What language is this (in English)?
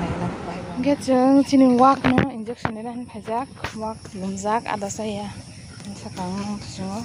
Kok Borok